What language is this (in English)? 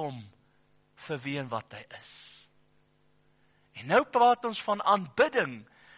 Afrikaans